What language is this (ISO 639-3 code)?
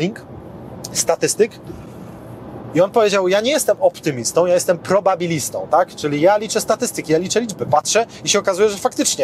pol